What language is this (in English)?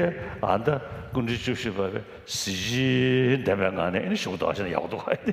Dakpakha